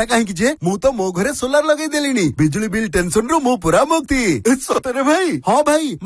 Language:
Odia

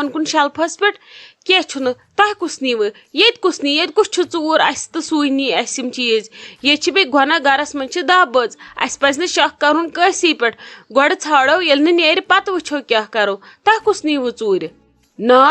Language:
Kashmiri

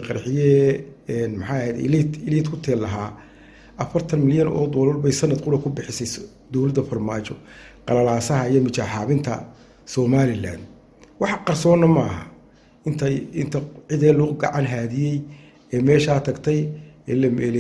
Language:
Somali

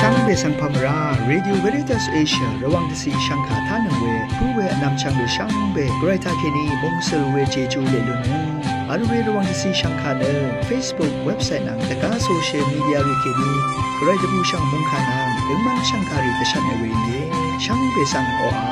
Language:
Rawang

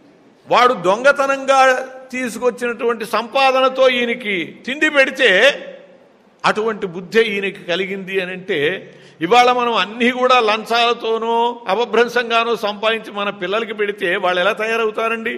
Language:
Telugu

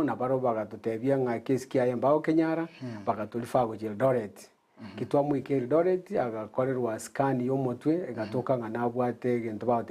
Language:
Gusii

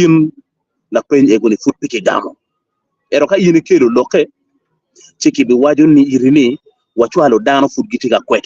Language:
Acoli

